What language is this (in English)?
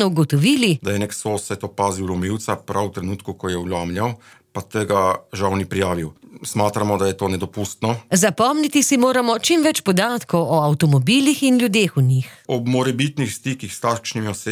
Slovenian